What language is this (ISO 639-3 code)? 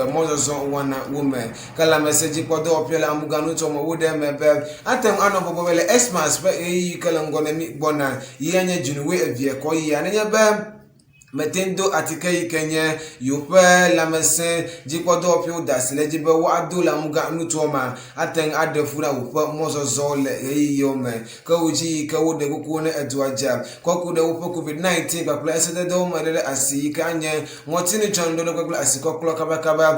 ewe